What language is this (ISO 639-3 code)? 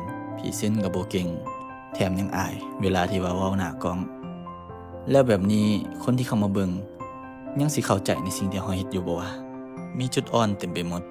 lao